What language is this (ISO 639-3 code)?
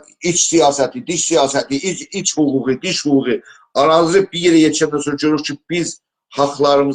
azb